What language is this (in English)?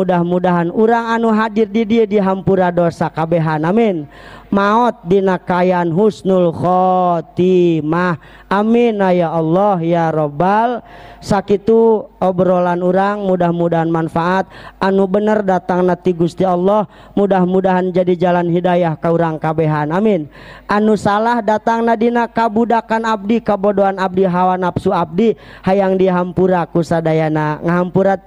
Sundanese